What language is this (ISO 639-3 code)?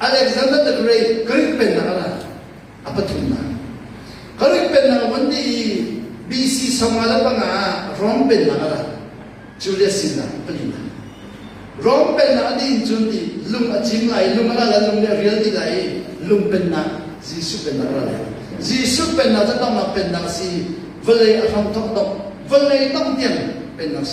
cnh